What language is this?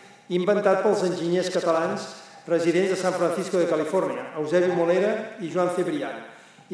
Catalan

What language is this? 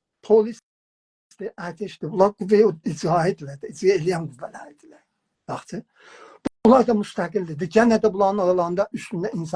South Azerbaijani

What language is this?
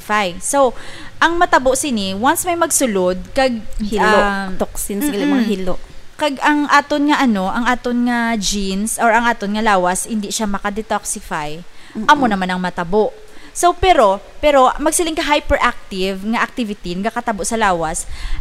Hiligaynon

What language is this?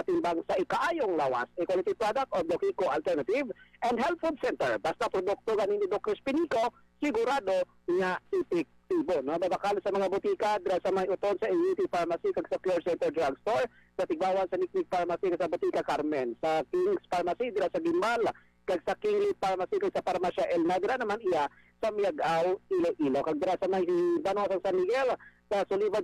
Hiligaynon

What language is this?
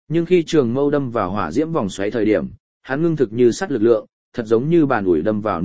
Vietnamese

